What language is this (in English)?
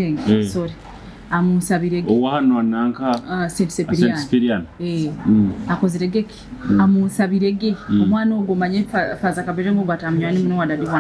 Nyoro